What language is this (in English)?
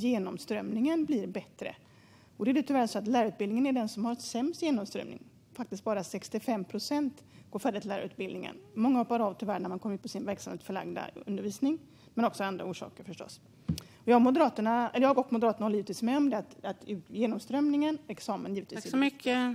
Swedish